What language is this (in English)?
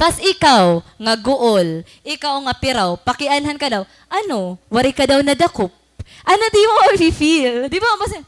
Waray